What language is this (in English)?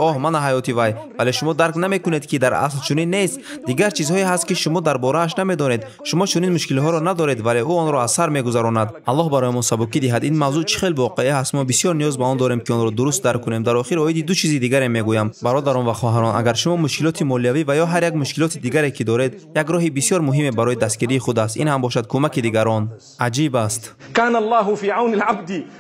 Tajik